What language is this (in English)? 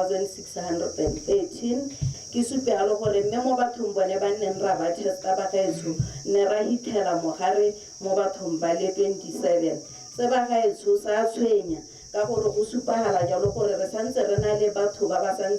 Tswana